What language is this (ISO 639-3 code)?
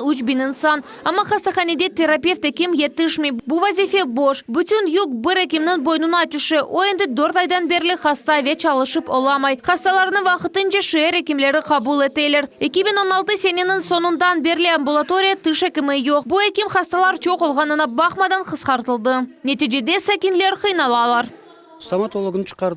crh